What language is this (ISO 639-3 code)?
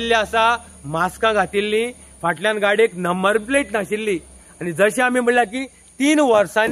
kok